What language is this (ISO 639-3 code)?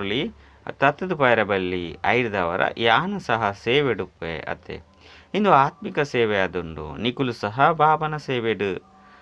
tcy